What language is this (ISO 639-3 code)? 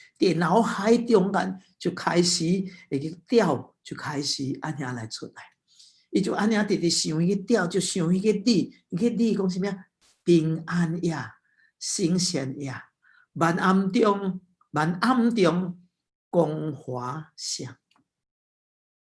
nan